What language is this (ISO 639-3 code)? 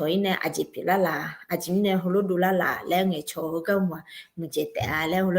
ahk